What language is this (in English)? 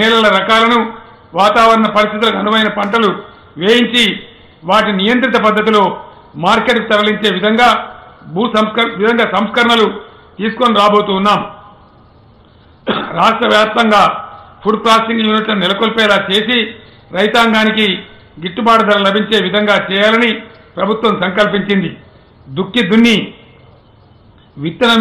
Telugu